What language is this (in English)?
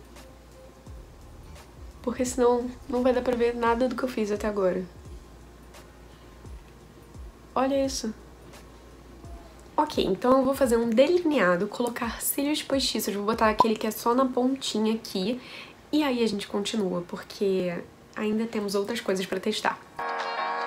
Portuguese